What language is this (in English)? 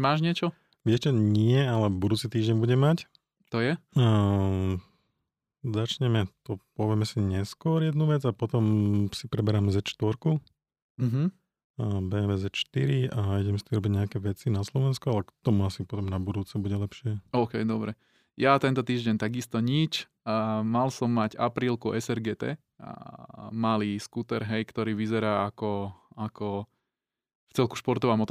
Slovak